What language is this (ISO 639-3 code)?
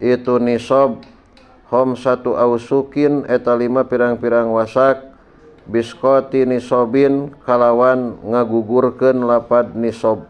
sun